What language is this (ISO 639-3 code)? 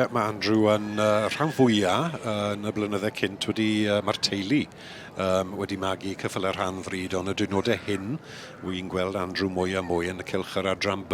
cym